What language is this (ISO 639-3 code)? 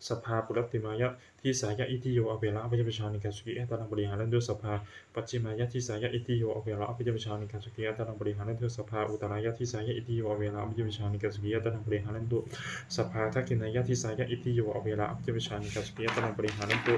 pli